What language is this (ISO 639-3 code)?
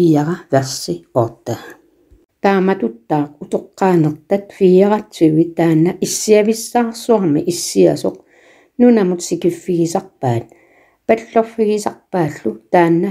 kal